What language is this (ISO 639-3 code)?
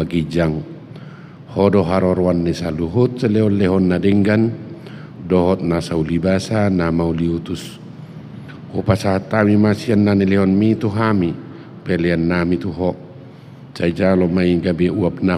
bbc